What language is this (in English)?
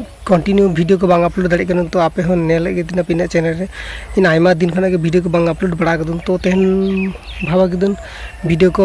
Santali